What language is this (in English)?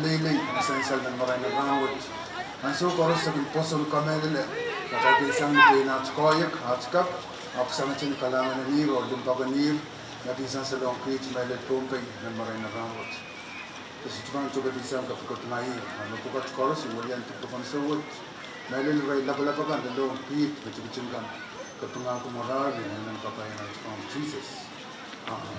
Pohnpeian